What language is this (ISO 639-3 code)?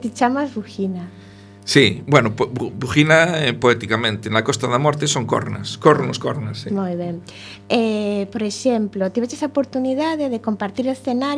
glg